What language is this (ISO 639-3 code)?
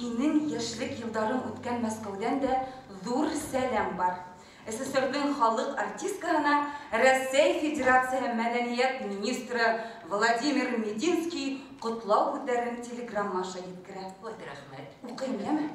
bak